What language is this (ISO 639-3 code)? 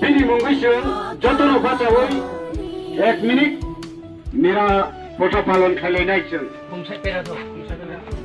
trp